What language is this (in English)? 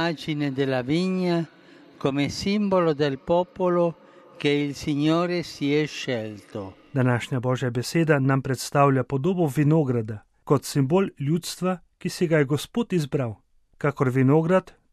Slovenian